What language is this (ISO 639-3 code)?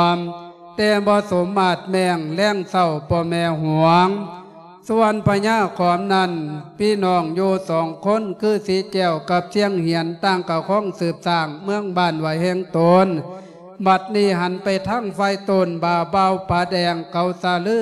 lao